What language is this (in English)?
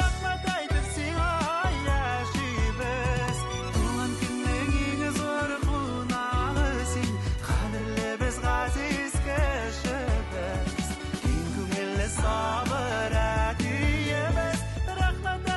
Bashkir